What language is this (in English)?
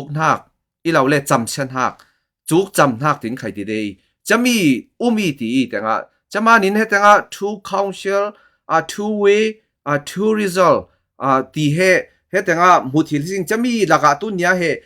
Falam Chin